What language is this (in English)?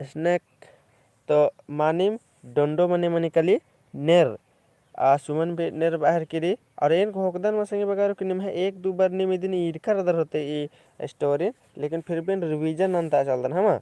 Kurukh